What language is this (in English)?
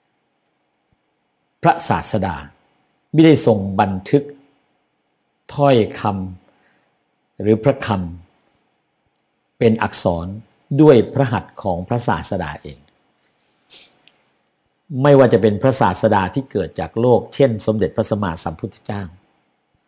Thai